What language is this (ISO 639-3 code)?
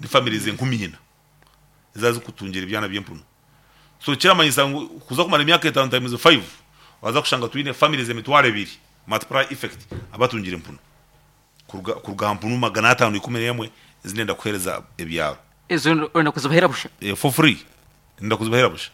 nyn